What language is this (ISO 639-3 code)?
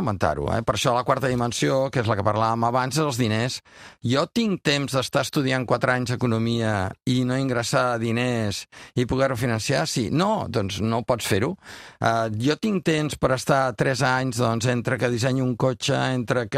cat